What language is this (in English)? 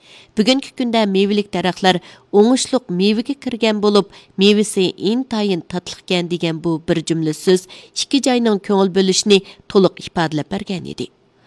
Uyghur